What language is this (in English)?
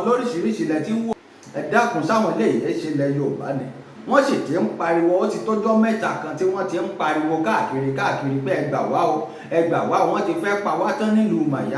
Yoruba